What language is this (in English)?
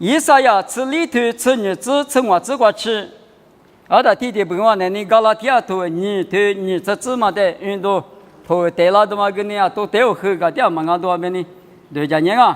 Lisu